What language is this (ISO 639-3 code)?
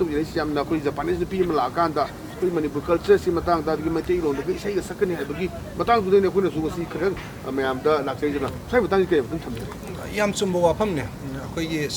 mni